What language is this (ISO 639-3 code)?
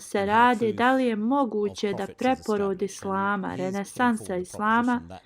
bos